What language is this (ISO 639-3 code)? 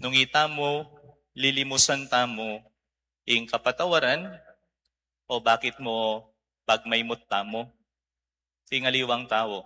pam